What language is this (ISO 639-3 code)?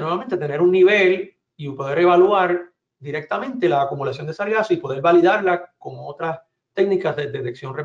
spa